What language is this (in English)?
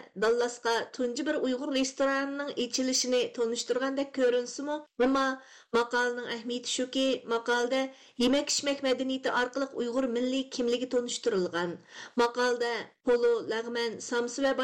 Uyghur